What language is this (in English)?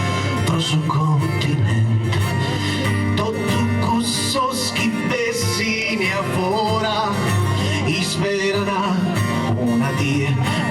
Sardinian